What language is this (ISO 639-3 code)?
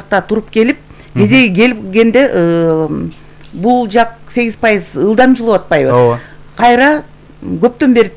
kir